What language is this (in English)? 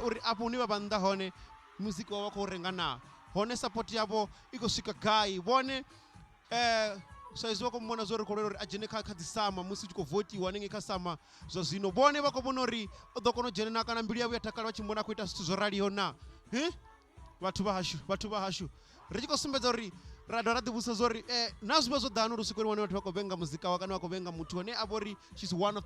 Venda